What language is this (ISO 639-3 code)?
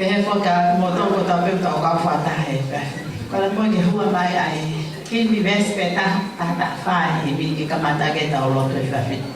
ton